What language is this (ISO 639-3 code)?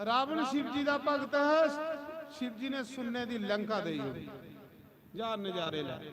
doi